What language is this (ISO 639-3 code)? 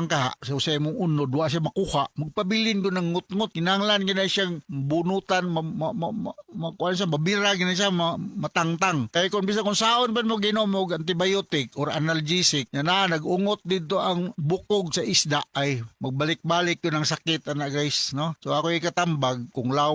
ceb